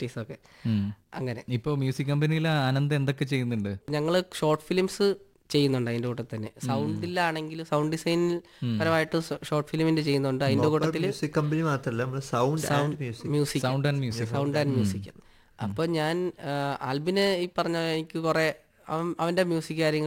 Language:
Malayalam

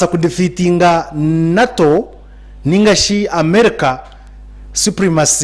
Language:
Nyankole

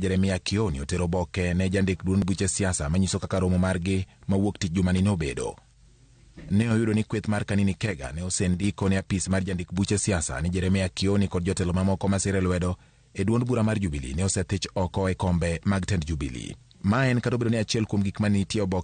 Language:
Luo (Kenya and Tanzania)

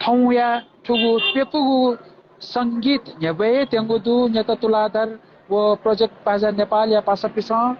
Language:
Newari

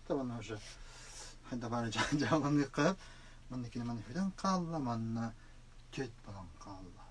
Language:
Yakut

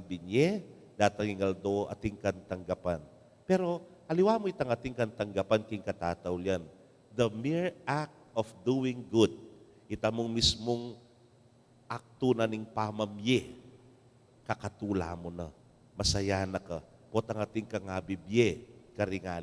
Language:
Pampanga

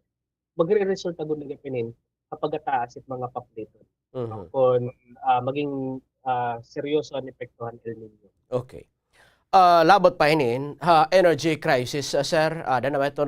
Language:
Waray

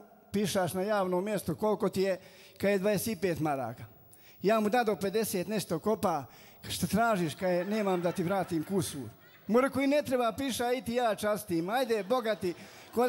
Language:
Bosnian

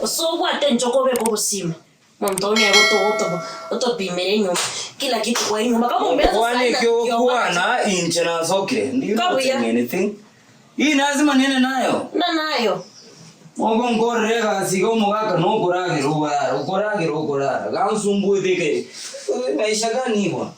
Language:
Gusii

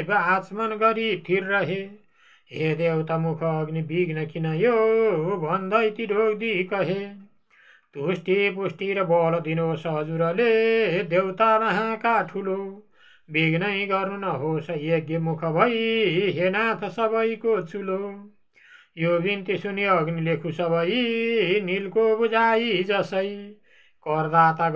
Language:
Nepali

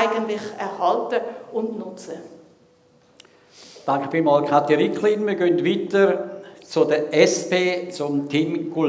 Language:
German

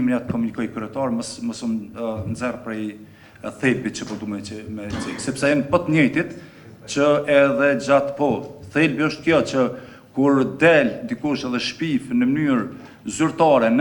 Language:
Albanian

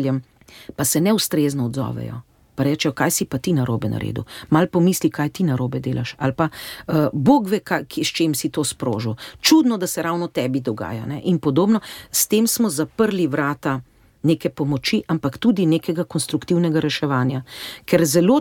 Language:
Slovenian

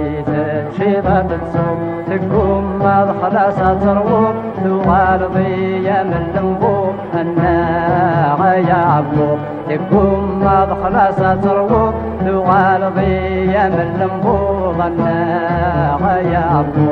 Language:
Kabyle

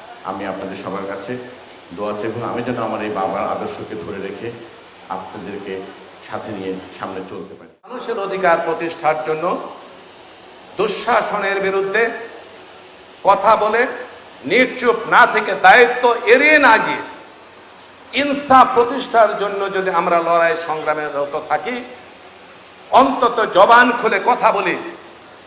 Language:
Bangla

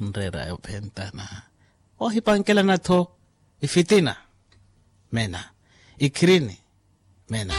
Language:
Makhuwa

